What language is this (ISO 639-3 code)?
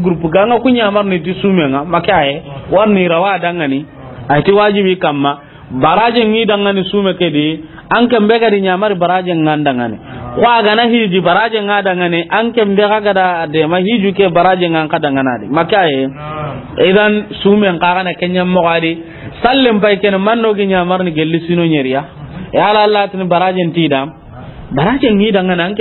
snk